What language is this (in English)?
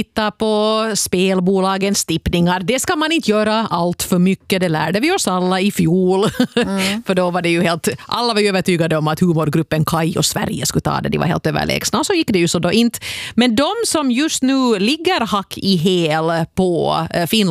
Swedish